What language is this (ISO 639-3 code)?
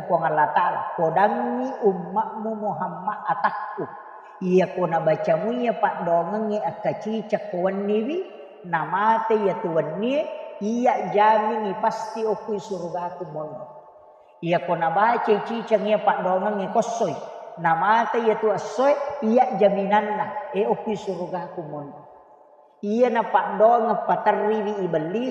bug